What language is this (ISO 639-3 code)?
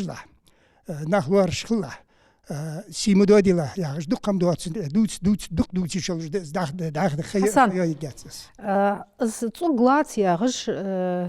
inh